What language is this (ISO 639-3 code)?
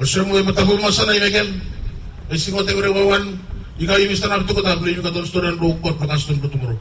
bis